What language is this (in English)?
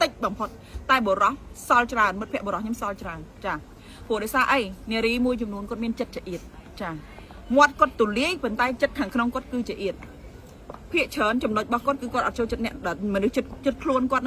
Khmer